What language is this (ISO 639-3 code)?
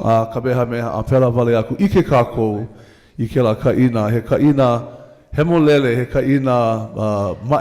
haw